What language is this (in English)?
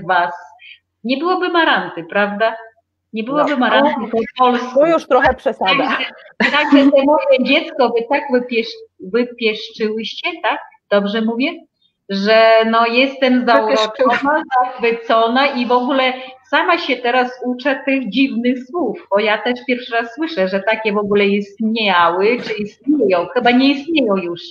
Polish